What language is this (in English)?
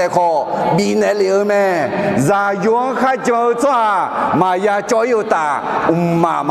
Akha